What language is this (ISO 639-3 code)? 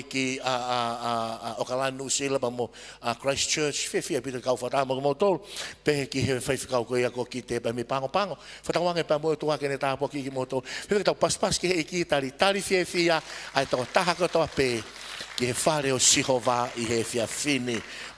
ton